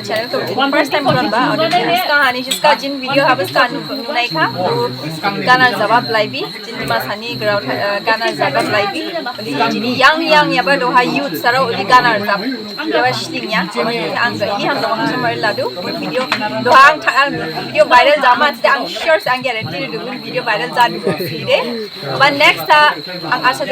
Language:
Dimasa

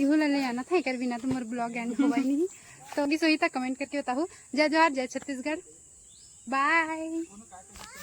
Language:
Chhattisgarhi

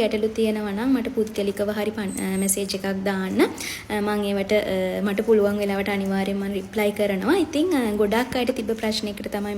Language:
Sinhala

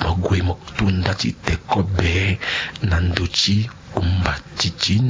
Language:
Sango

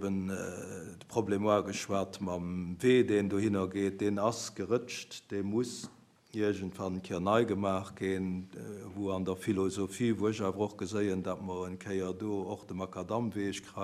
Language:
Luxembourgish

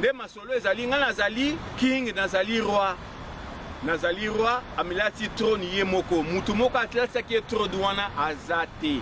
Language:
Lingala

